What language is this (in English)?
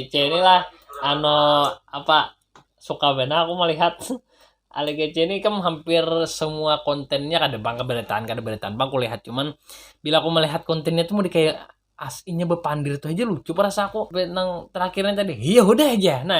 Banjar